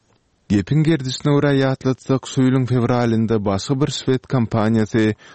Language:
Turkmen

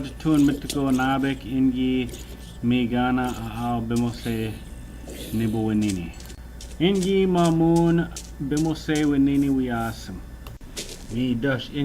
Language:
Ojibwa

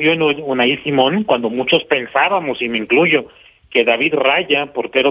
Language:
Spanish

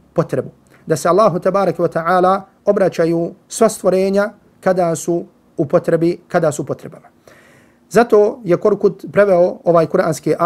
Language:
Bosnian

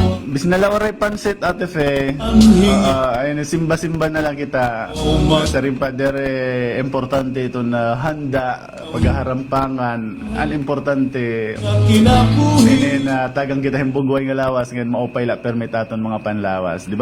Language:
Waray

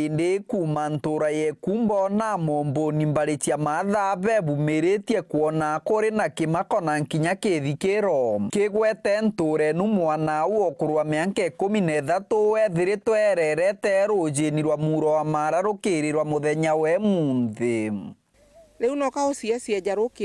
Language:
Meru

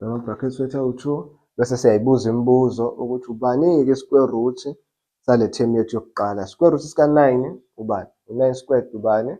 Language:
Zulu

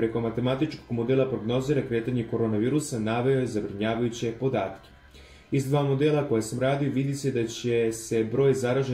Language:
Serbian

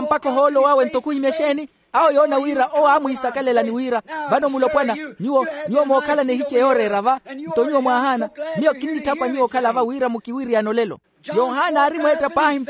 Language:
Makhuwa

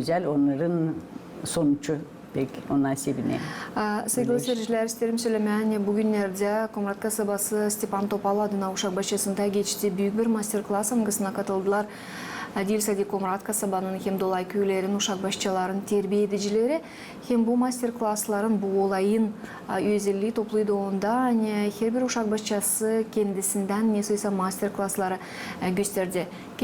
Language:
Gagauz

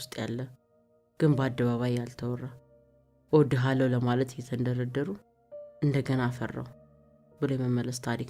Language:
Amharic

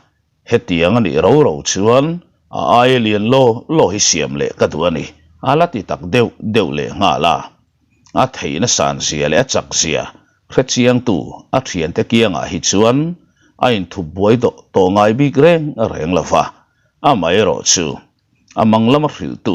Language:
Mizo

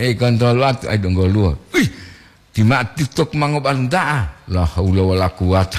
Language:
Gorontalo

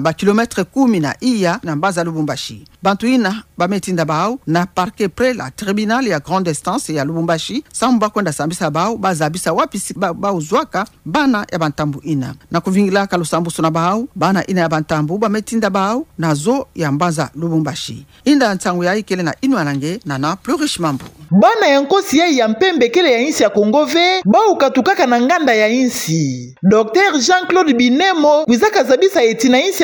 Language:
Kituba (Democratic Republic of Congo)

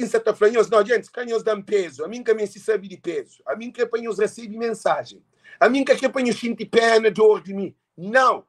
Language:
Kabuverdianu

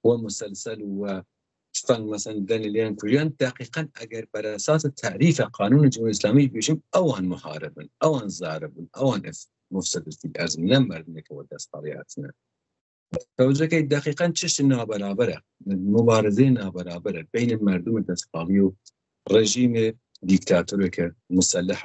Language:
Persian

